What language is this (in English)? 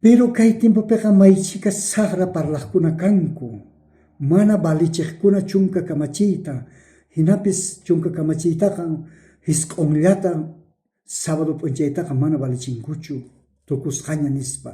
South Bolivian Quechua